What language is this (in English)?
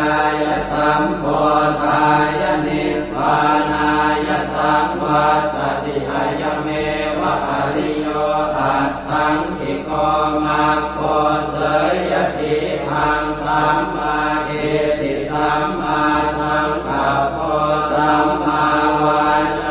Pali